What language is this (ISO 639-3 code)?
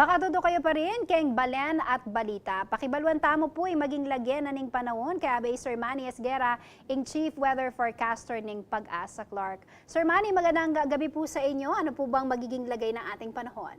pam